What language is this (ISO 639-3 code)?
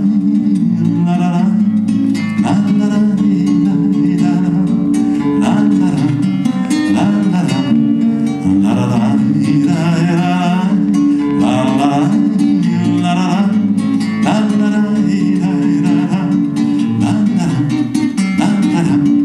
rus